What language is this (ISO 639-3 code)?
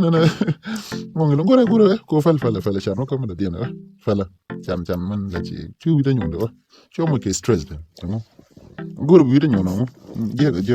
nus